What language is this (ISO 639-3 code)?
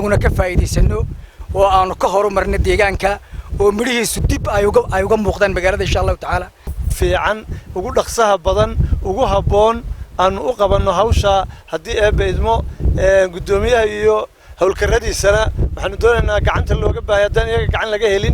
som